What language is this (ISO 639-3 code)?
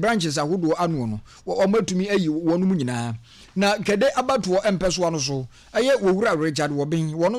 aka